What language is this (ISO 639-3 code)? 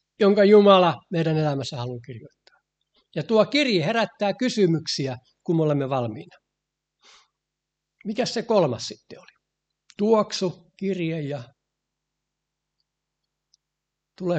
fin